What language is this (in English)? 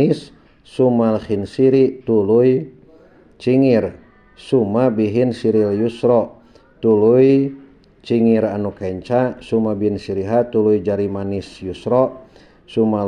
Sundanese